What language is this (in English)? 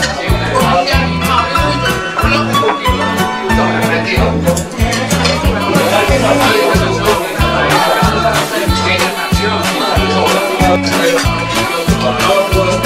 Chinese